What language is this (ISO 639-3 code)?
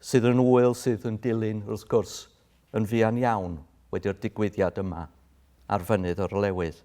cym